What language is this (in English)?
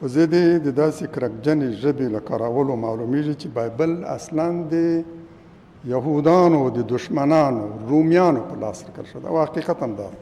Pashto